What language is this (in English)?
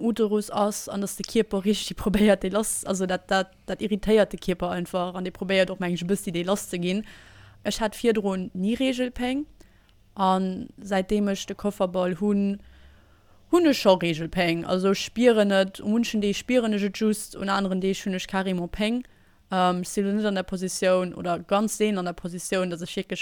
Luxembourgish